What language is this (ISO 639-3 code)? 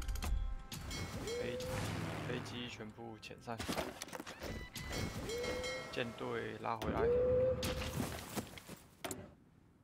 zho